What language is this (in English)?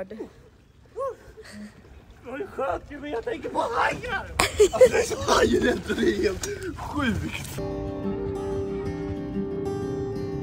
Swedish